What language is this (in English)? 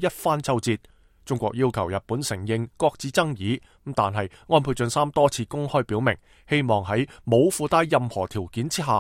Cantonese